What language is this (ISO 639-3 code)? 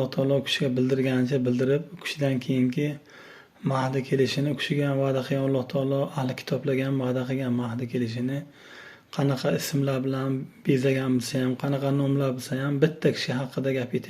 uzb